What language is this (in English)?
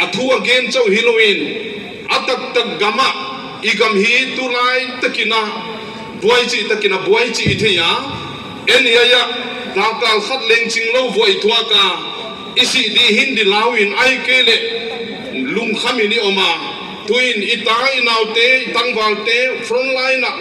Paite Chin